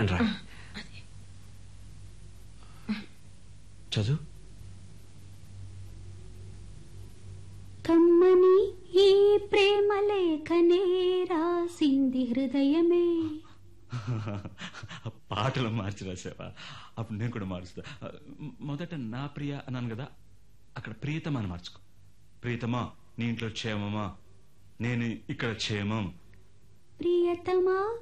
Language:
Telugu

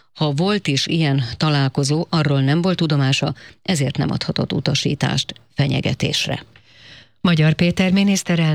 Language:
Hungarian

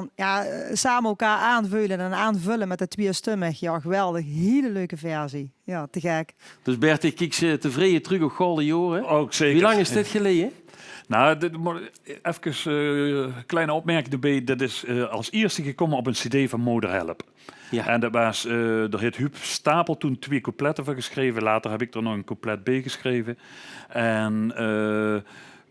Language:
Limburgish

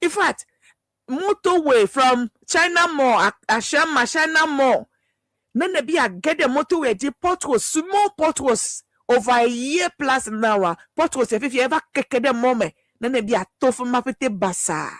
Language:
Ewe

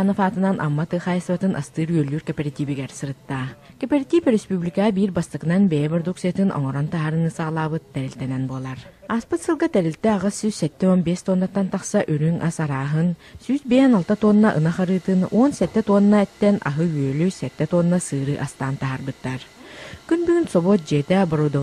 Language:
Yakut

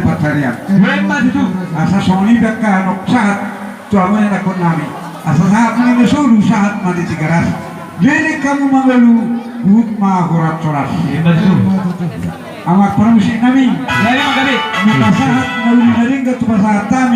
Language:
Batak Toba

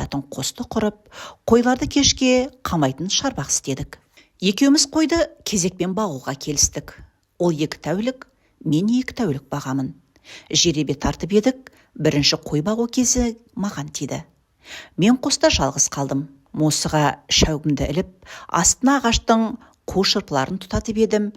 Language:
Kazakh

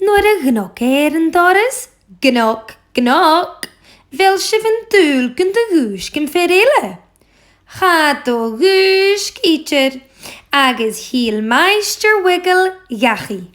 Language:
Scottish Gaelic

